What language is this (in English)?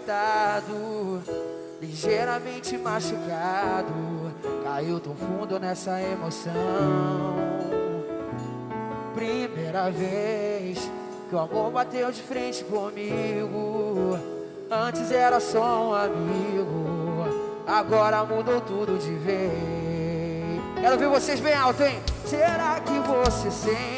Portuguese